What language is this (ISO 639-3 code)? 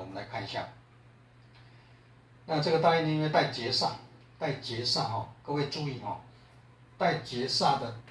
zho